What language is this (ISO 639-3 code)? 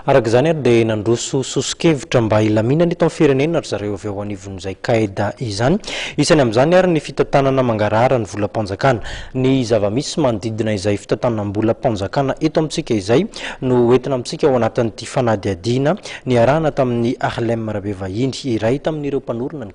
mlg